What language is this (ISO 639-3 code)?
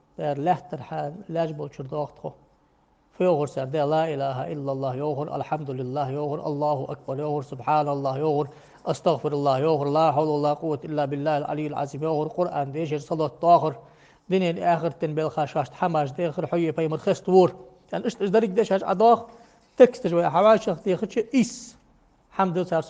inh